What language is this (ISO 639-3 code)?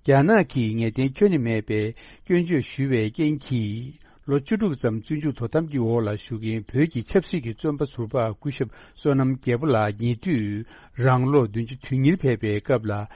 bod